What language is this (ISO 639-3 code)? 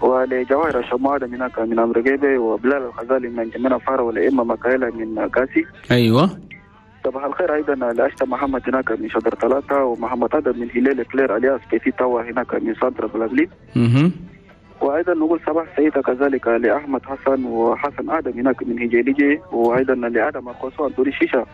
shu